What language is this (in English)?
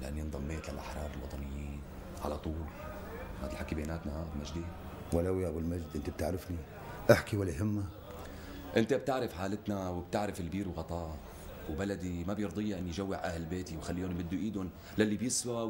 North Levantine Arabic